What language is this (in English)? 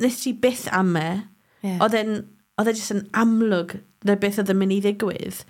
Welsh